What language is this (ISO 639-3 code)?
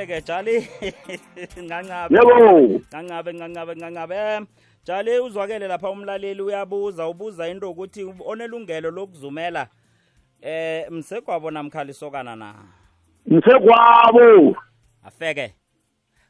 nbl